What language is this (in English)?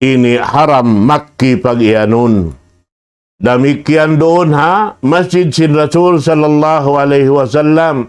Tausug